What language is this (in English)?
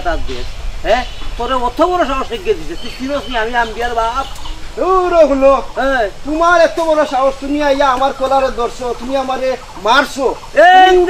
Sylheti